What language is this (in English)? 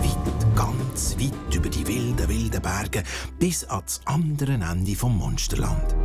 Swiss German